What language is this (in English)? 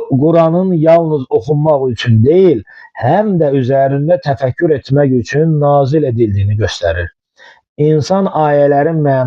Azerbaijani